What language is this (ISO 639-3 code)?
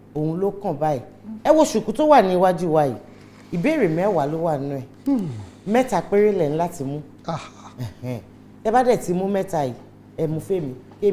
yor